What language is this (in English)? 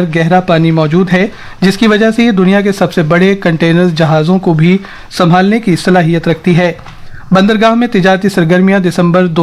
Urdu